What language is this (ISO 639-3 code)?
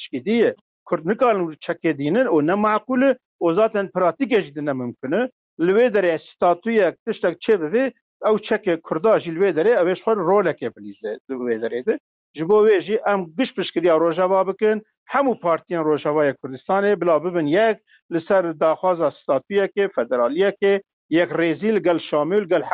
kur